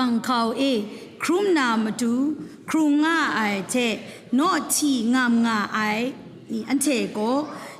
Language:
Kachin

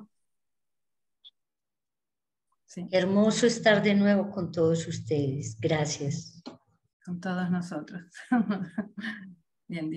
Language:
Spanish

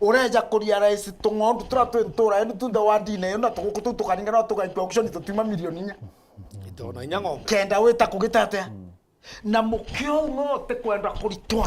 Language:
Meru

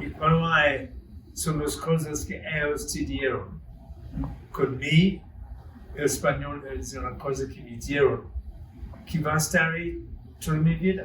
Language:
Ladino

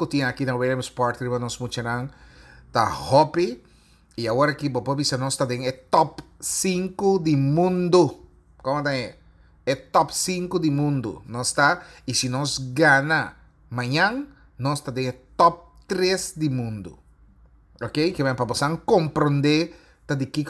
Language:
Papiamento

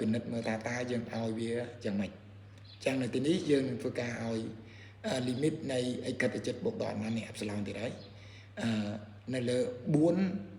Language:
Khmer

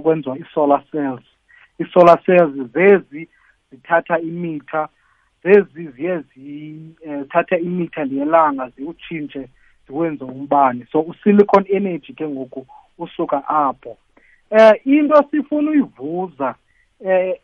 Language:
South Ndebele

